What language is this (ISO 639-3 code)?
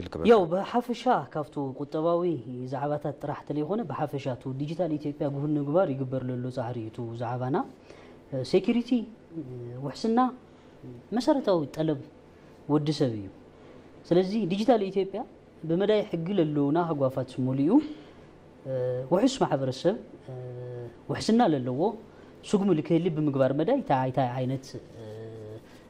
tir